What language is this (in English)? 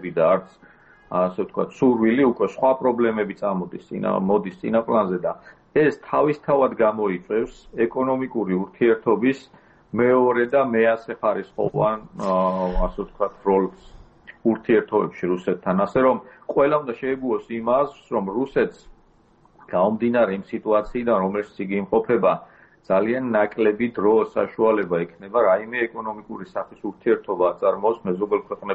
Georgian